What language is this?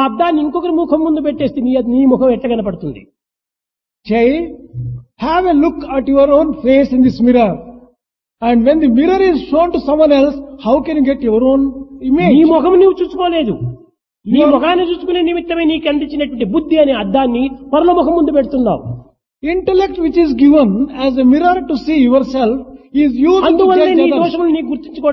Telugu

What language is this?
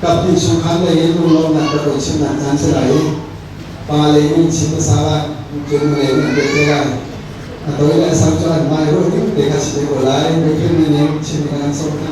Hakha Chin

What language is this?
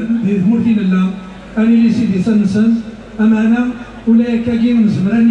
Kabyle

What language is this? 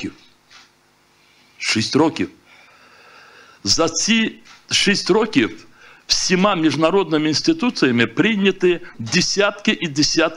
Ukrainian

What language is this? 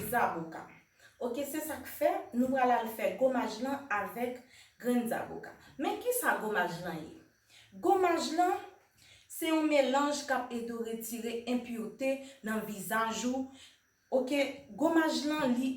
Haitian Creole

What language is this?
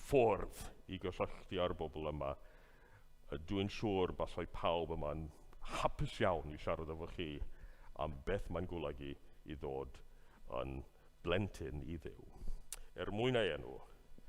Welsh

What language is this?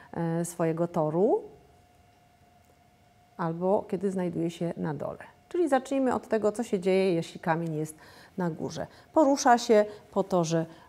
Polish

